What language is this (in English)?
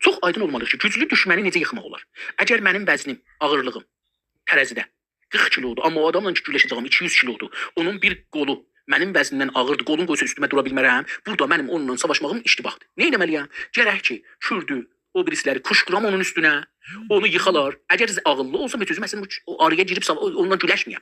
South Azerbaijani